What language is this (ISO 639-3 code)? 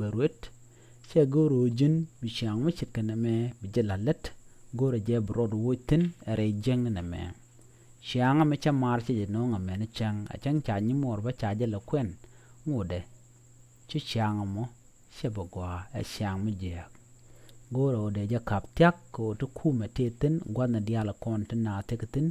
nus